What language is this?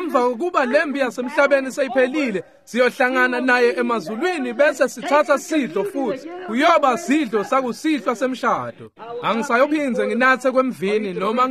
Swati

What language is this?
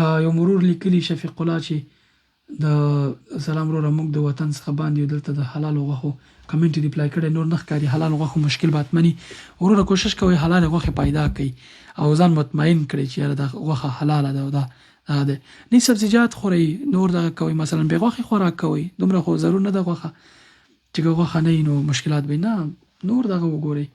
Pashto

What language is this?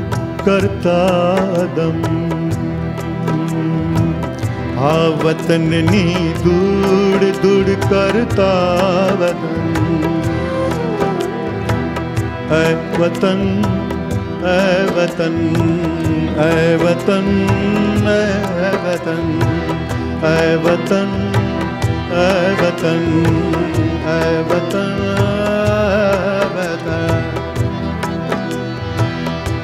Gujarati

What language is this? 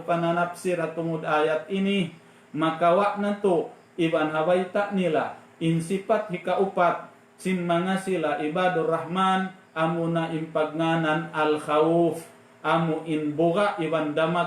Tausug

